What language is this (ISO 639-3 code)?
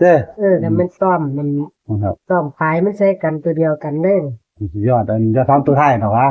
tts